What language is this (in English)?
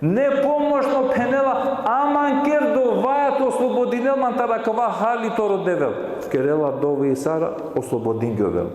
Balkan Romani